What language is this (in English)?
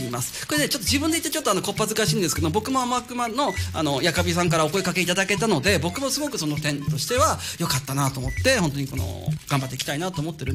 Japanese